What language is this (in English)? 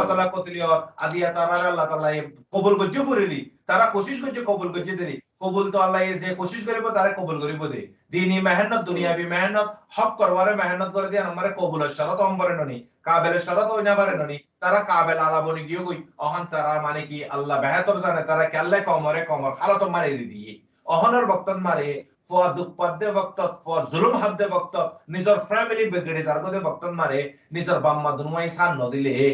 Rohingya